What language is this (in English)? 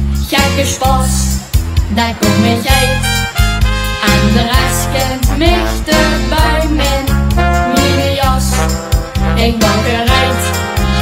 Limburgish